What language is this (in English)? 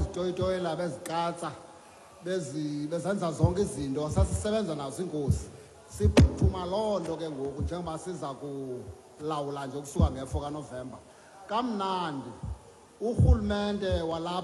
Xhosa